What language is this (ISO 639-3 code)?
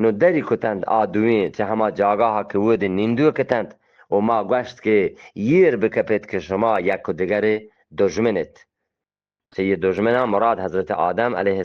bgp